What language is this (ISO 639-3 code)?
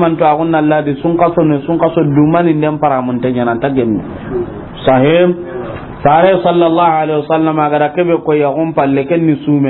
snk